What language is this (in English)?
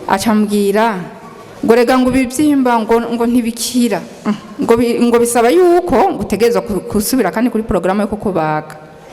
Rundi